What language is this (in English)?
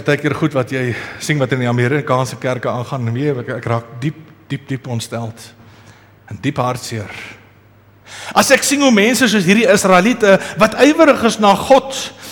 Afrikaans